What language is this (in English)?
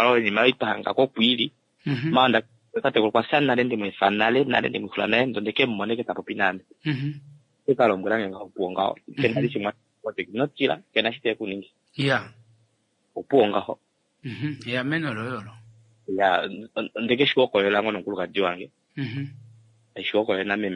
Kuanyama